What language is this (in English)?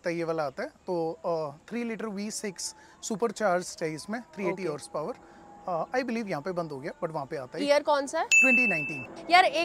Hindi